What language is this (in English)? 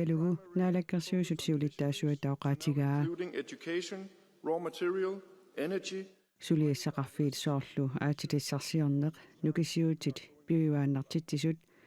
Kalaallisut